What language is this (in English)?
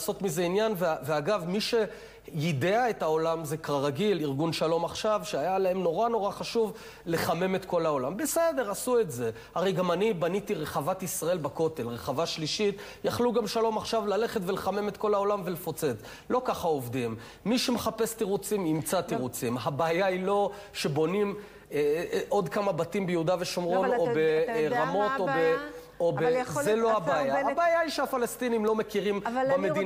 Hebrew